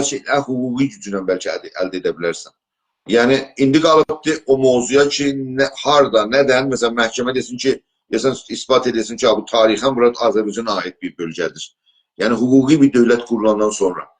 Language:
South Azerbaijani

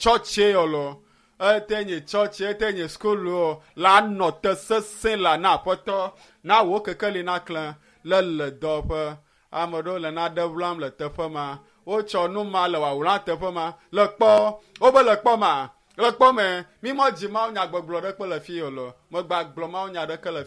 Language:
Ewe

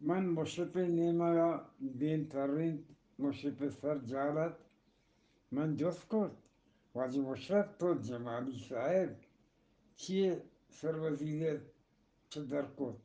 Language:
Eastern Balochi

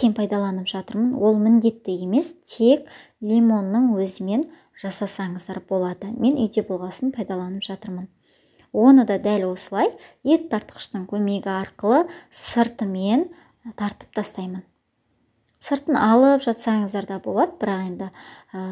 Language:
Kazakh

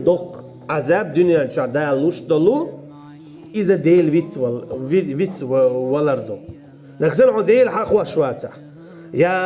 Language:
Chechen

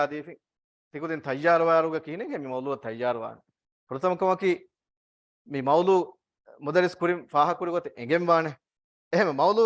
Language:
Divehi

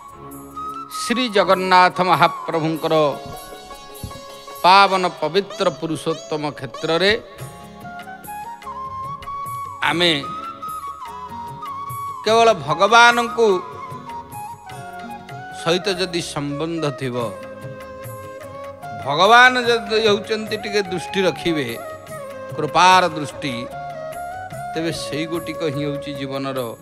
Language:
Odia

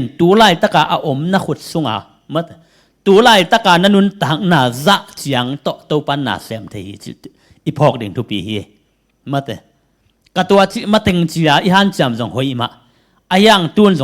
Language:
Tedim Chin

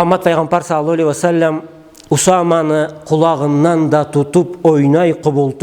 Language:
Karachay-Balkar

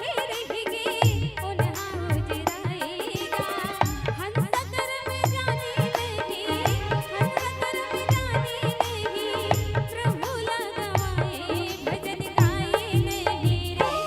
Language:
Chhattisgarhi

